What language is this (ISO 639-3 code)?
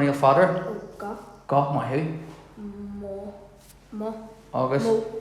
gle